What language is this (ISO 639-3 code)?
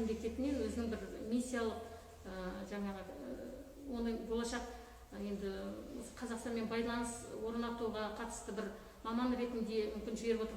kaz